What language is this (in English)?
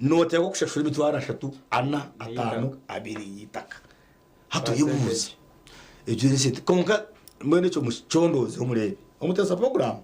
Nyankole